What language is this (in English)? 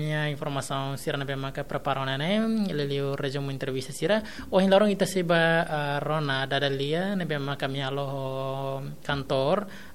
Tetum